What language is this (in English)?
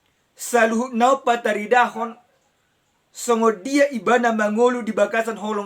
Batak Toba